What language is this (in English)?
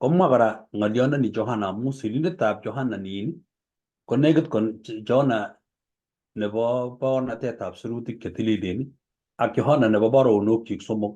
Kalenjin